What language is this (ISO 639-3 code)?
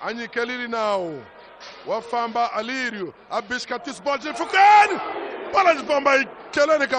tso